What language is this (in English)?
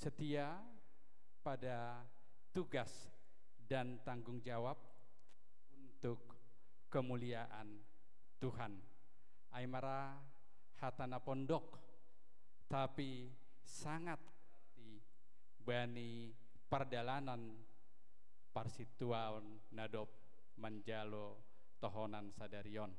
Batak Simalungun